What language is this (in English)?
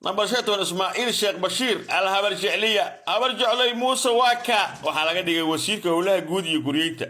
Somali